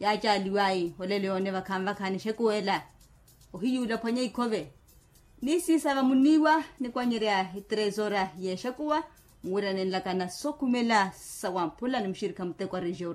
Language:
Makhuwa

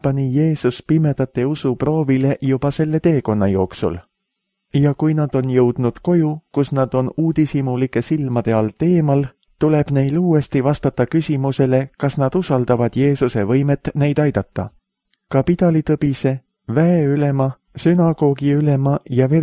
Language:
Estonian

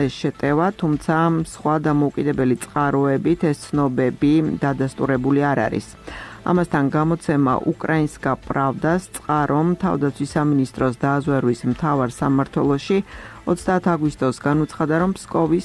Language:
Georgian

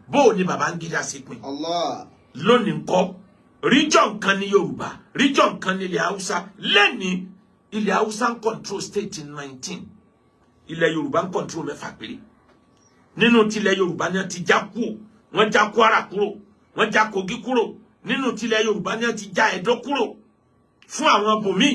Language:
Yoruba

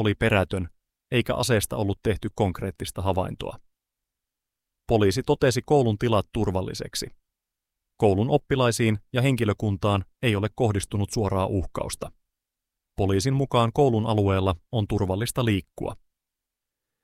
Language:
Finnish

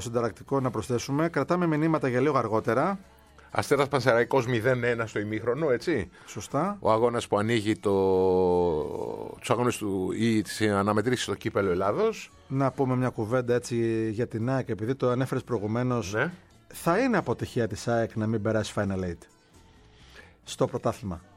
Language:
Greek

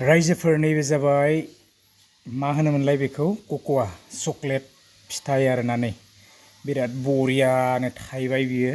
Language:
Bodo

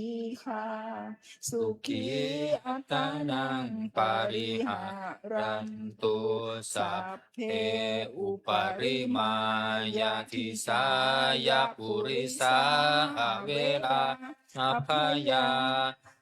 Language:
Pali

